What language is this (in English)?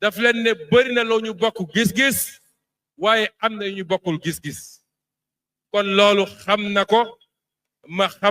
Wolof